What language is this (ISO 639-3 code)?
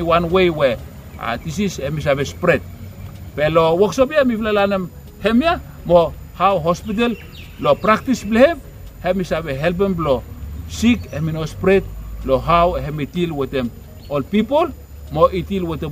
bis